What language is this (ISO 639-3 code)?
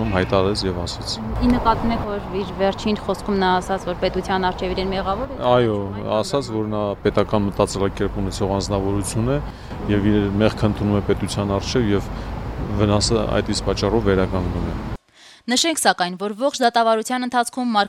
hye